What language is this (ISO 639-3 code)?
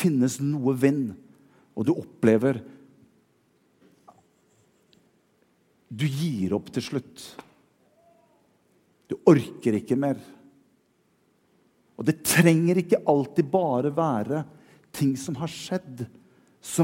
nor